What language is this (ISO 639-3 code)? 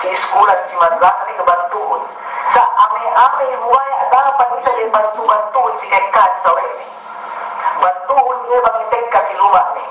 yka